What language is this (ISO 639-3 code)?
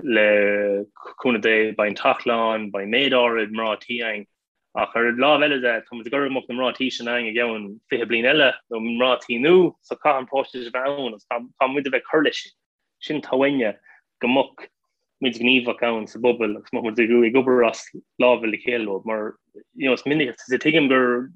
gle